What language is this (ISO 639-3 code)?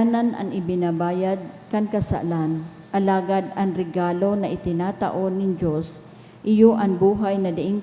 bik